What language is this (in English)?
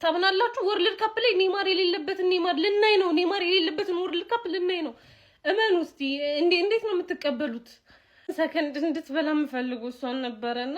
Amharic